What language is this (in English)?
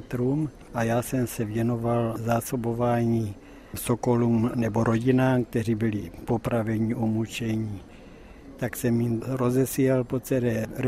Czech